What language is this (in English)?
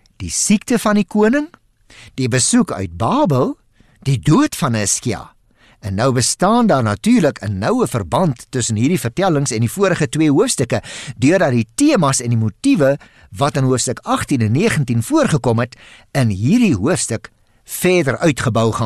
Afrikaans